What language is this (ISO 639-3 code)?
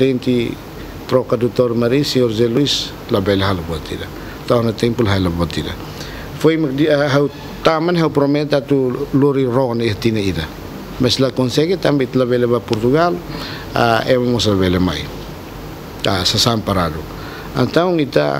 tet